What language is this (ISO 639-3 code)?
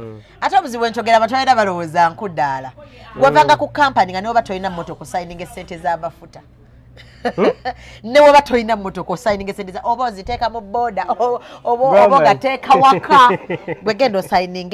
lug